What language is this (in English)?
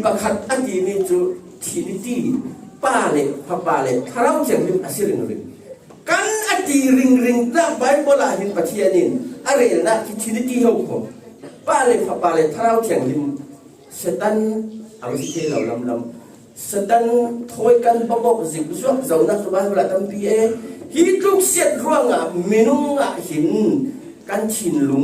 Falam Chin